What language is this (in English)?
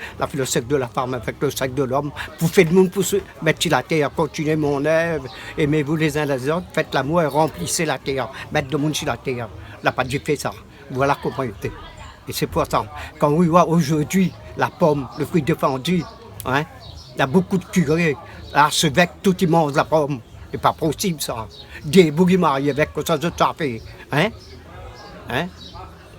Réunion Creole French